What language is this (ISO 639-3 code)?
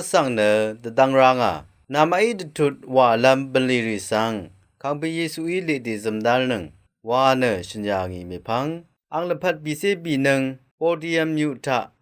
raw